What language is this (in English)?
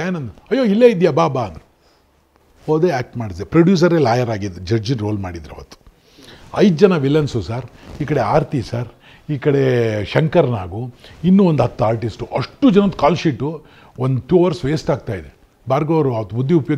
Kannada